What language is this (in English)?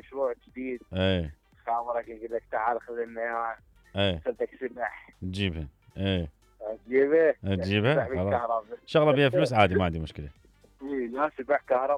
Mesopotamian Arabic